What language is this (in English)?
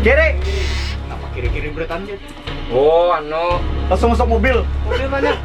Banjar